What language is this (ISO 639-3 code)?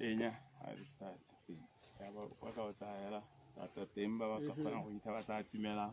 tsn